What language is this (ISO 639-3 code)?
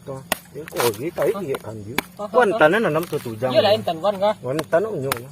min